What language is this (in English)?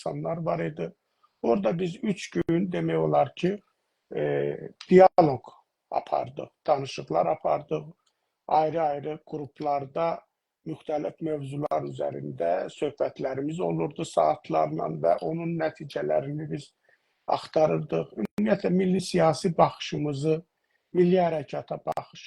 South Azerbaijani